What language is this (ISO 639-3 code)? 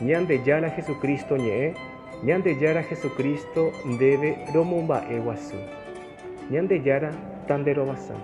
grn